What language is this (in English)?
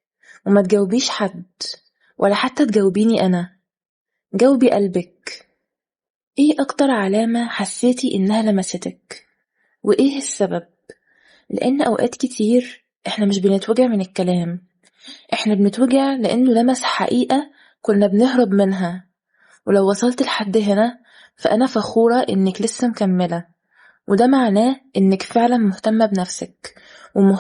Egyptian Arabic